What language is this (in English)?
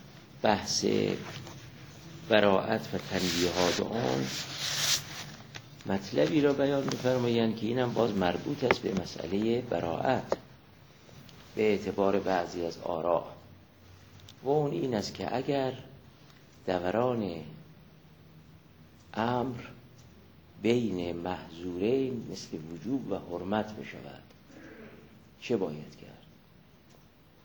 Persian